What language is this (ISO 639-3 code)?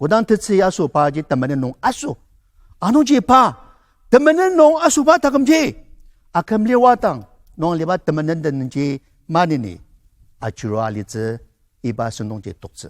njo